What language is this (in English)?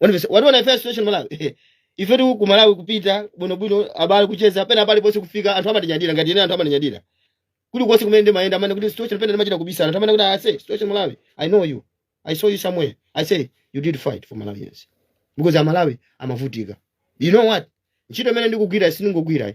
Nyanja